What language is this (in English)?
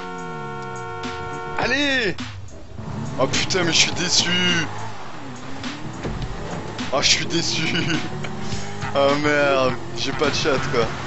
French